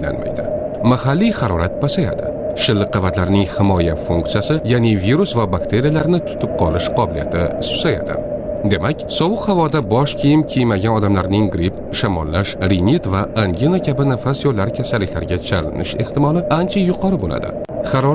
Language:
Uzbek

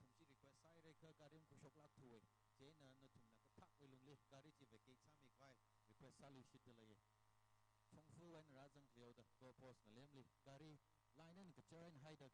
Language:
Tangkhul Naga (India)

